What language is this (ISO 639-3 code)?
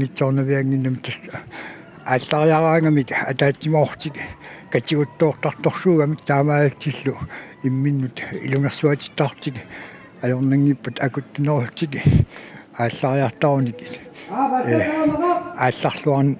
kal